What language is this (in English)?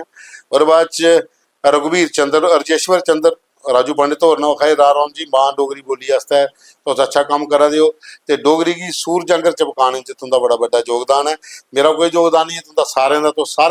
Dogri